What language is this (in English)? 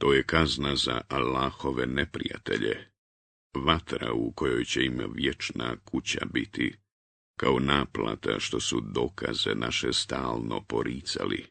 Bosnian